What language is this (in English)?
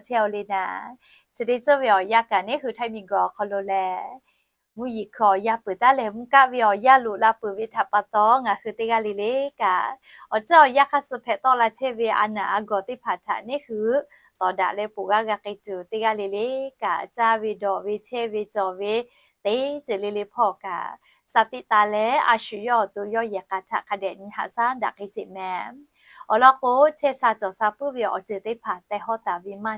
Lahu